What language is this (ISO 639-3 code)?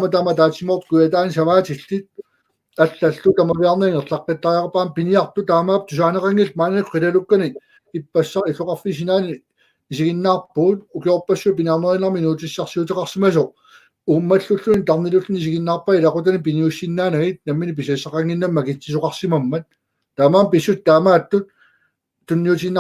kal